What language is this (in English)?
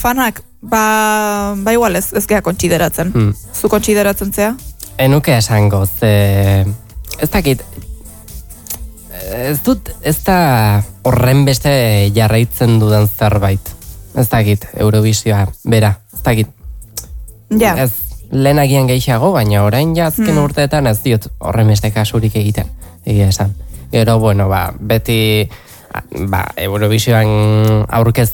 Basque